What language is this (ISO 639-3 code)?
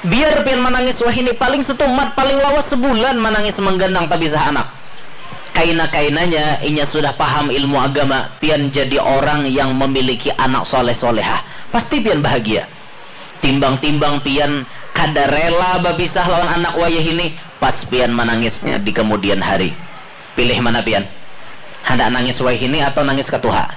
bjn